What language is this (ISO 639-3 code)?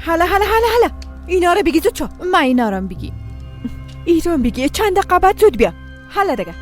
fas